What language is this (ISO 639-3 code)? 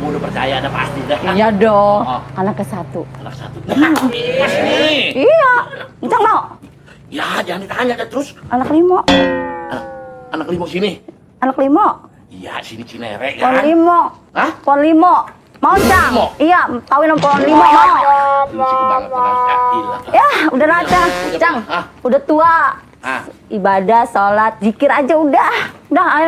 bew